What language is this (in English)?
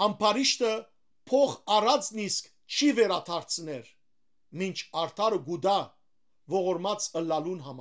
Western Armenian